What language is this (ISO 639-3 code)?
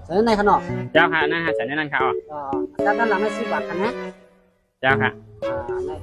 shn